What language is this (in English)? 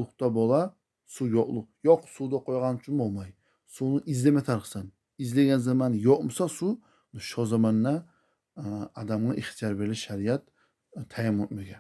Kumyk